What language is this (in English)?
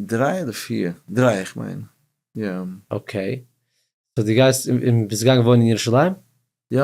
Yiddish